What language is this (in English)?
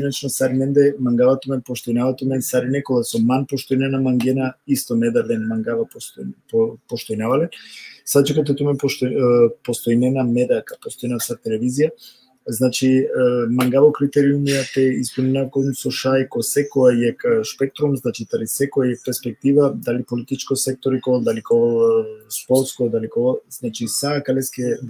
Balkan Romani